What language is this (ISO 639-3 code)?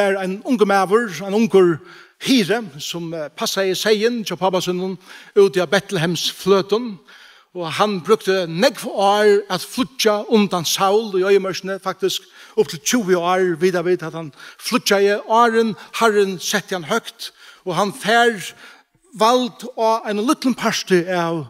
fao